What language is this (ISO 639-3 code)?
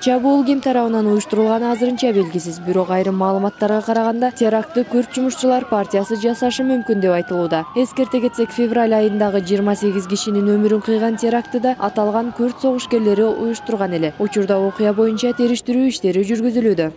kir